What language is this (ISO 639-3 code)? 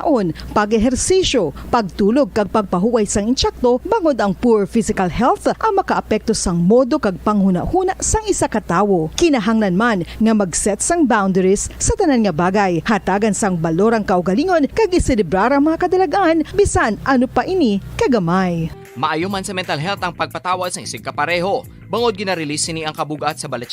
hil